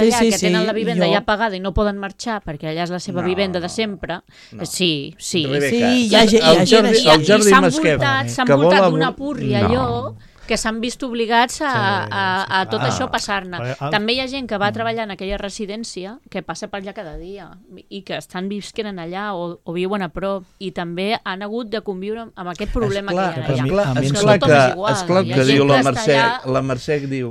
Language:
Catalan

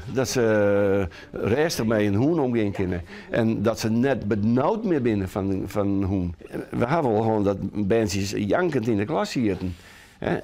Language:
Western Frisian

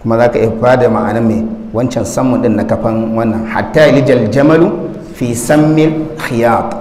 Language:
Hausa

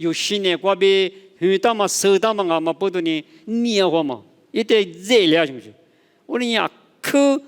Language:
Lisu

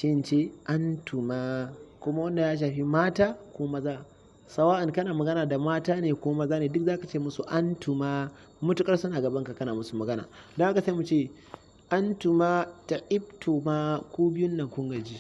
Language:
Hausa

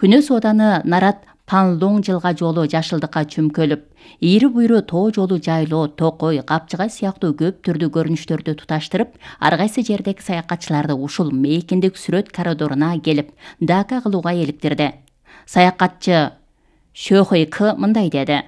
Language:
Kyrgyz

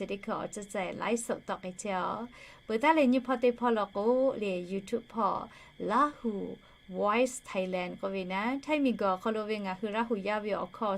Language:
Lahu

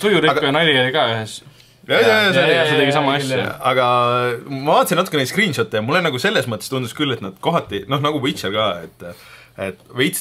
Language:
Estonian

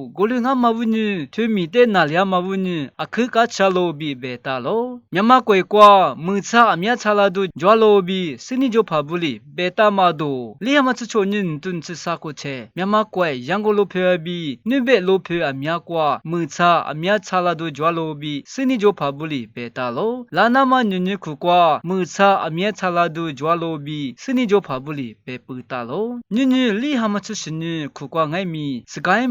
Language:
Lisu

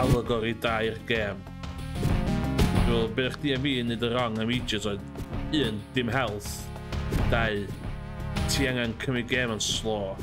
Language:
Welsh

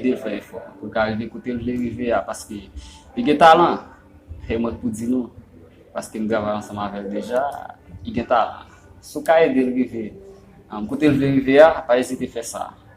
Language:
Haitian Creole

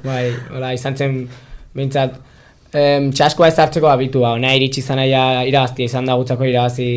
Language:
Basque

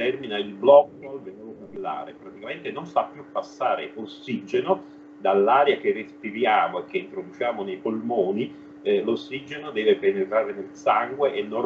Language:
Italian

